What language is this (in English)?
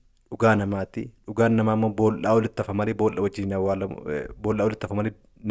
Oromo